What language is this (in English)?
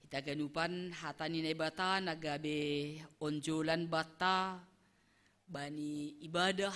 Batak Simalungun